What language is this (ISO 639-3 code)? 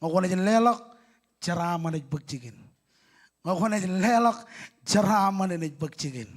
mah